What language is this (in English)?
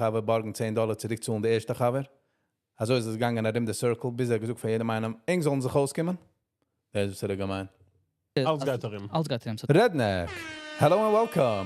Yiddish